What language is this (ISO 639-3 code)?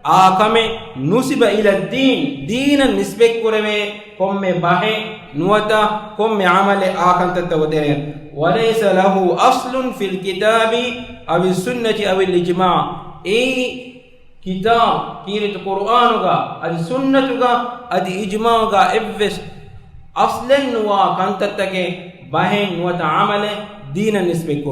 div